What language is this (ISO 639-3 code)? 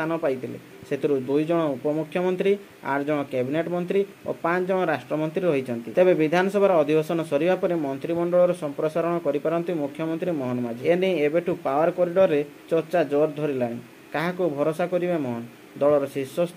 ori